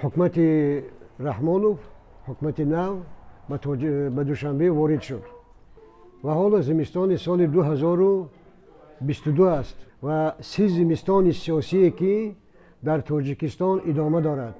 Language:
Tajik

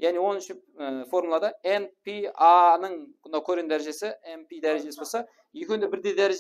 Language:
Kara-Kalpak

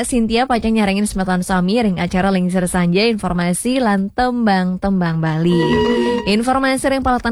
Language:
Balinese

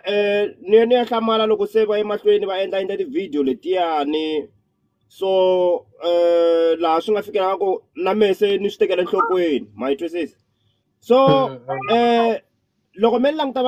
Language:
Tsonga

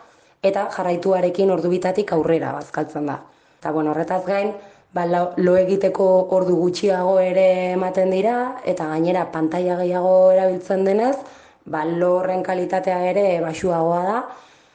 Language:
Basque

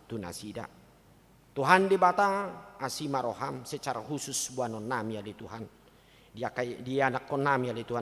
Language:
Batak Toba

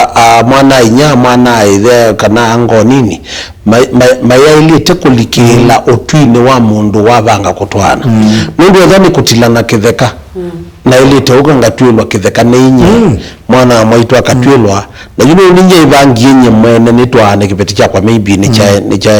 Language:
Kamba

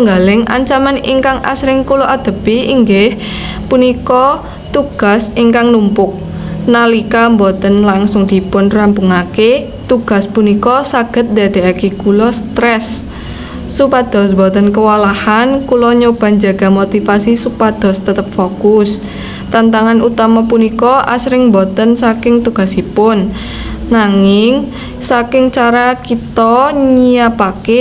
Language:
Javanese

